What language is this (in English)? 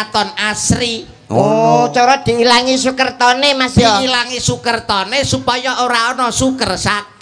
Javanese